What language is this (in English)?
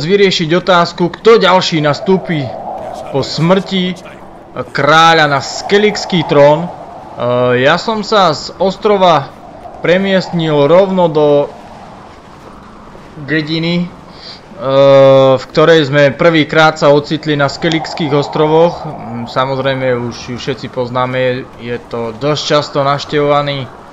Slovak